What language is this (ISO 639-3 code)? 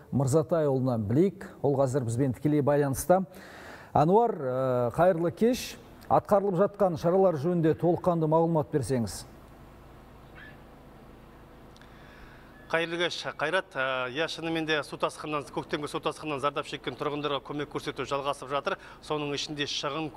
kaz